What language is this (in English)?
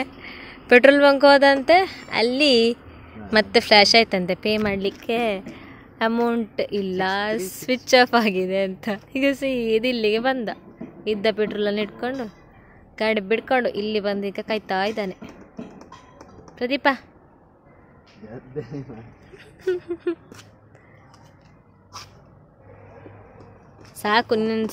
Kannada